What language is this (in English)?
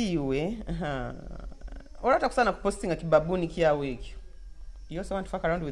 Nyoro